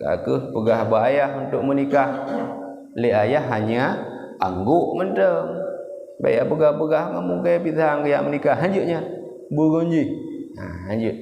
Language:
Achinese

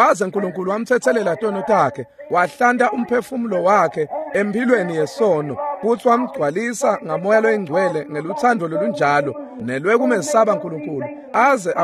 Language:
Swati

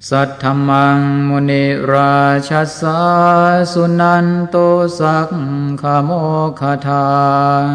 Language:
Pali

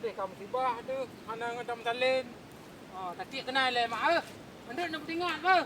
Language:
Achinese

